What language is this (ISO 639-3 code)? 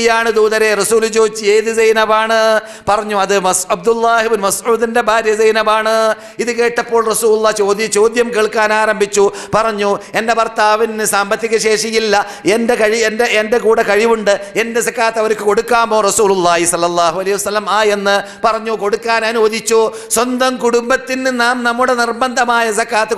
mal